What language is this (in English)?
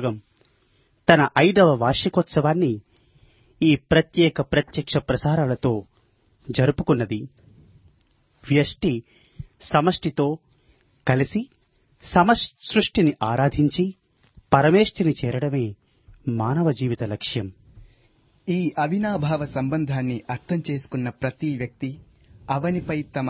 Telugu